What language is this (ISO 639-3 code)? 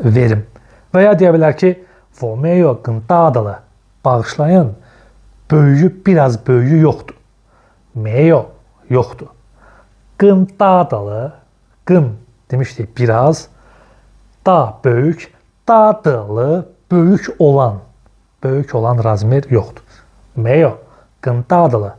aze